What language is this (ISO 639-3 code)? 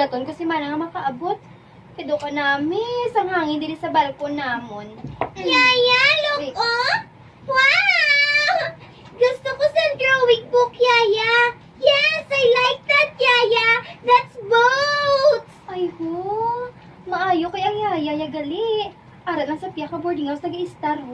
hil